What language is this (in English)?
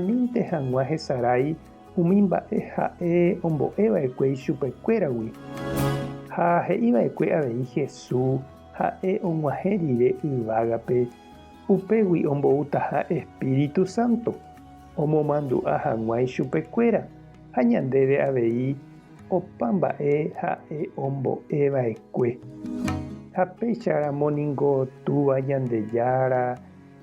Guarani